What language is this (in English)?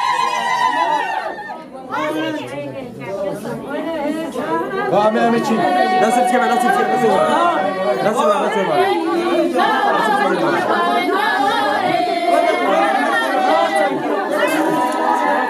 Persian